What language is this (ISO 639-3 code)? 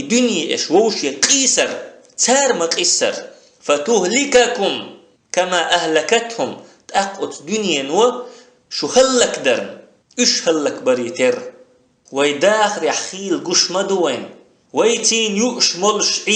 che